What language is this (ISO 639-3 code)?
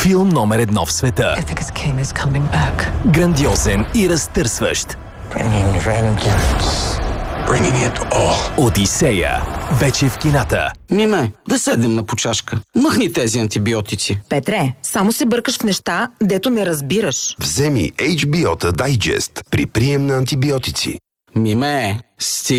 bul